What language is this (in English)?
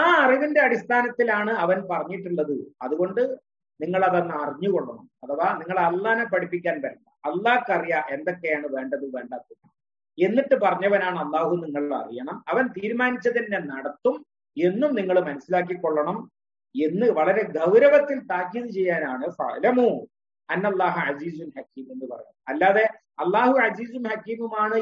Malayalam